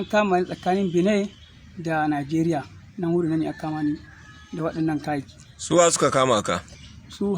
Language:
Hausa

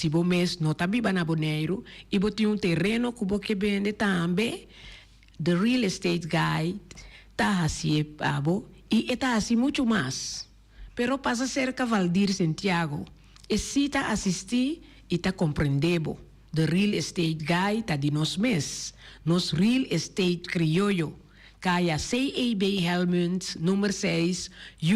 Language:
Papiamento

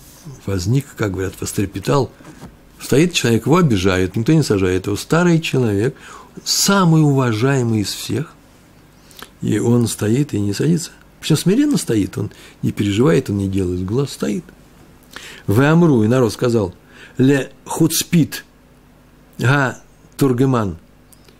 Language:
Russian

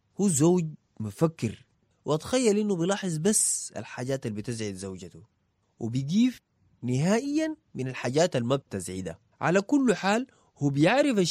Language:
Sudanese Arabic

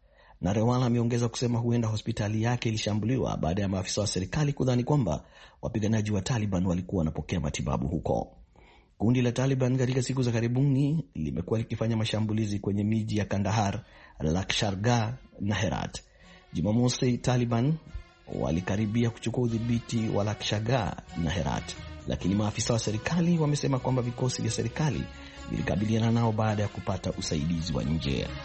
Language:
Swahili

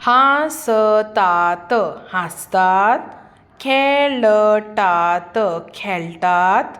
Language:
Konkani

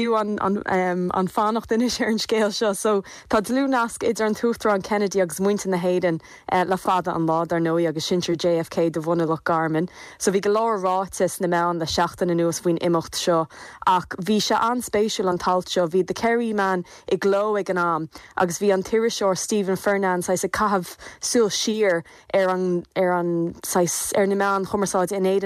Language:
Irish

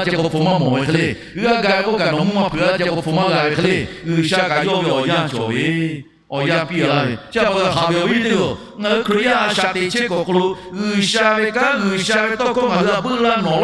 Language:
Lahu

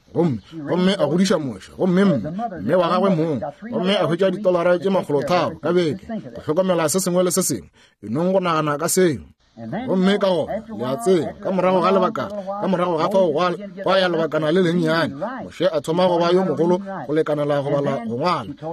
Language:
Northern Sotho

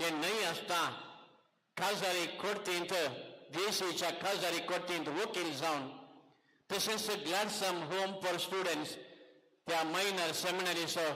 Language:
Konkani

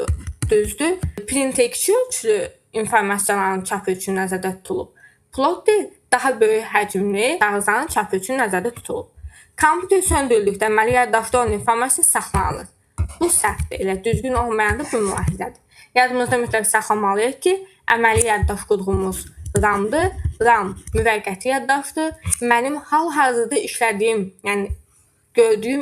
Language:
Azerbaijani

